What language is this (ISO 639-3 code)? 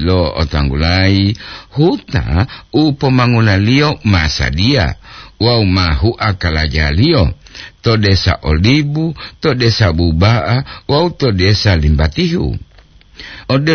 gor